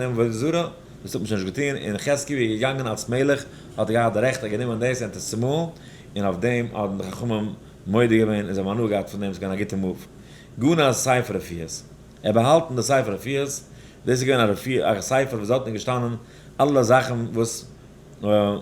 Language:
Yiddish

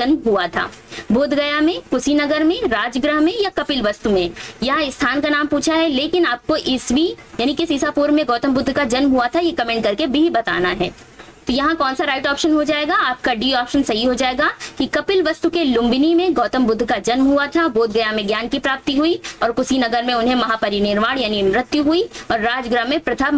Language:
Hindi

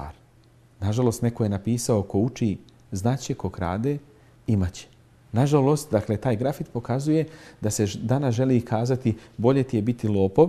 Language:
Bosnian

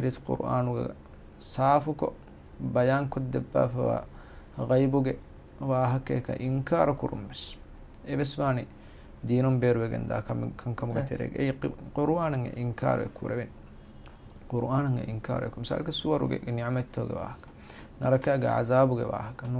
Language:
Divehi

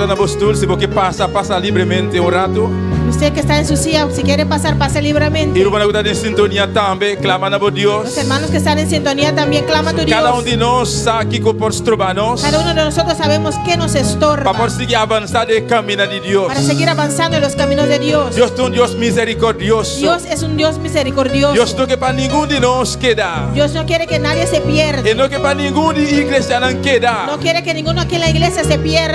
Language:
Papiamento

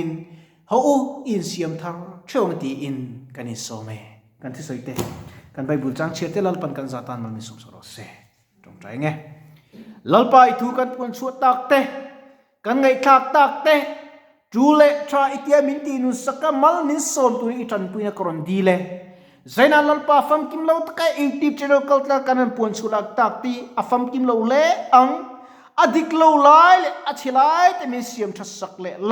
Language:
Mizo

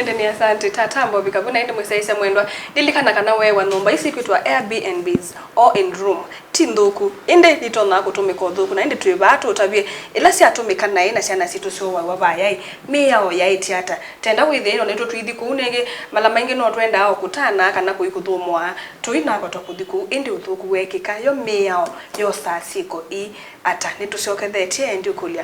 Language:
Kamba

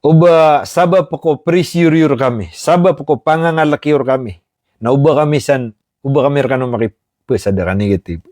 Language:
Maranao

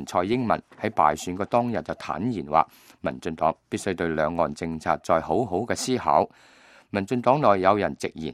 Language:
Cantonese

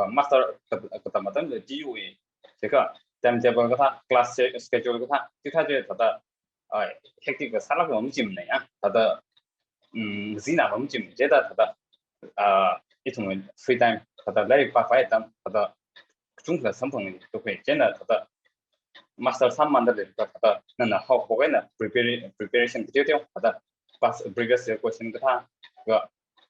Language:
Tangkhul Naga (India)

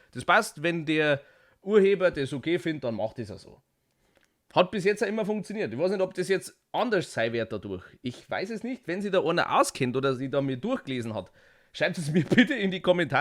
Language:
Bavarian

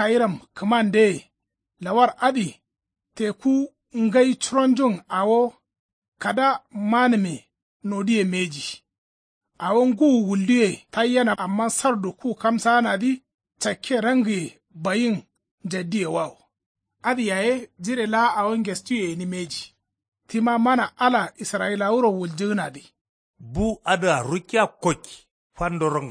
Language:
Kanuri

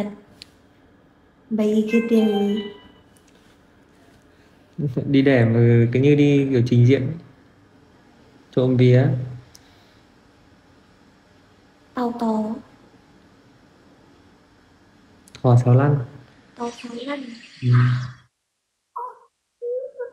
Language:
Vietnamese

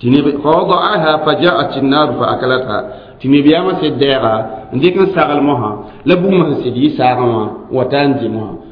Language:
Mossi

